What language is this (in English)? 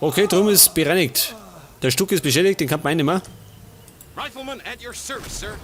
Bavarian